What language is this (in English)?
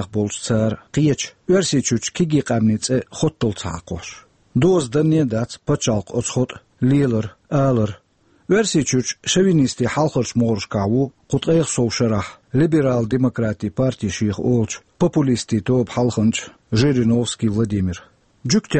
Chechen